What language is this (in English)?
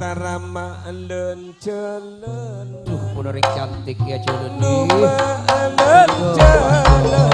Madurese